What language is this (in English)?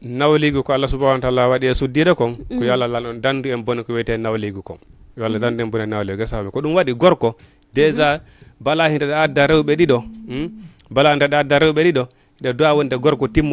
Fula